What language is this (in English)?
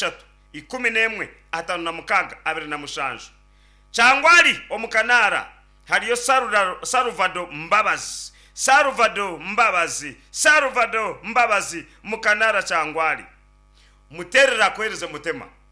Nyankole